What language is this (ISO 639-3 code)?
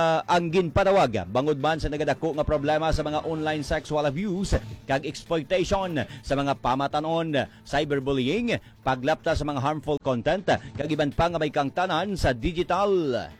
hil